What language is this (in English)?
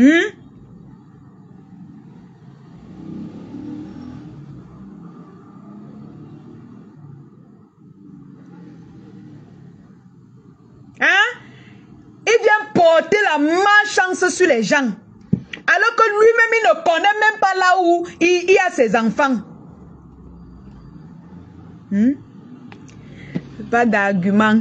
French